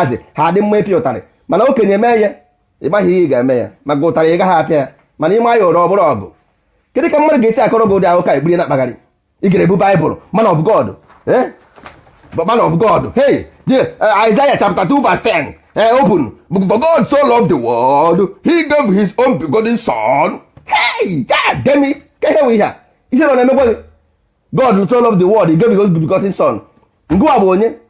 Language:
Igbo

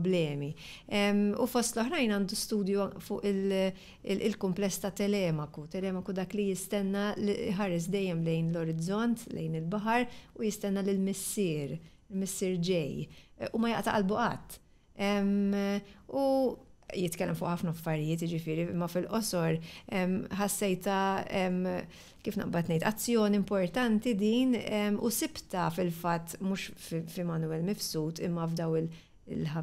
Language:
Maltese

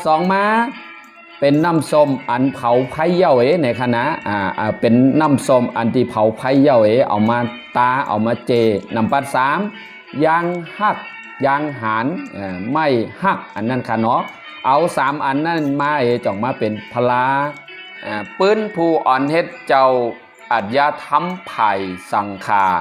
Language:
Shan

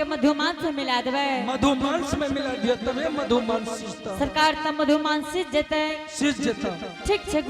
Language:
Angika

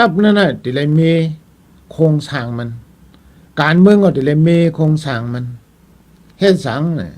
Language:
Shan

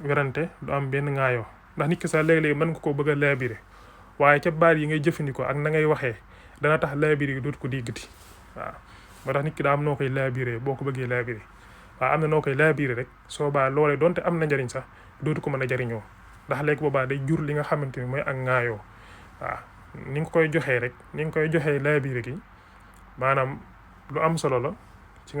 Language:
Wolof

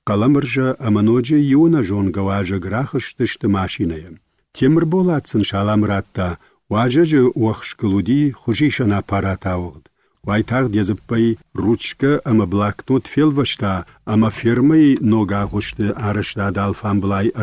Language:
Ossetic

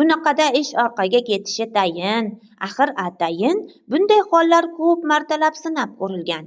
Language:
Uzbek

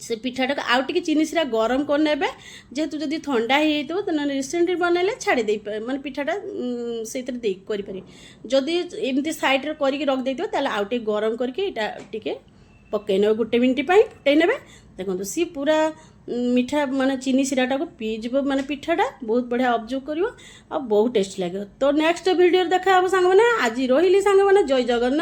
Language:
Odia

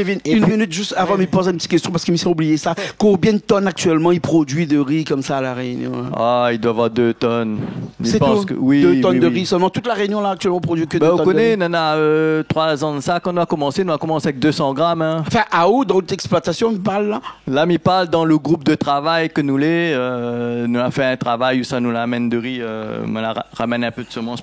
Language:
Réunion Creole French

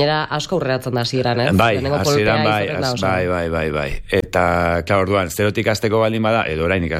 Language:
Basque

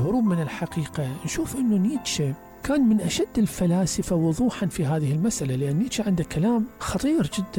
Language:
Mesopotamian Arabic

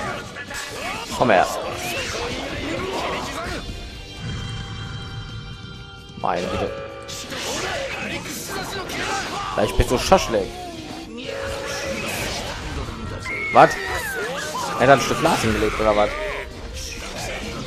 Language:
German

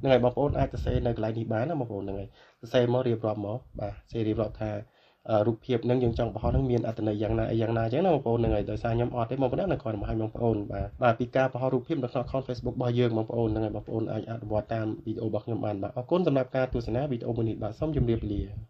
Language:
Khmer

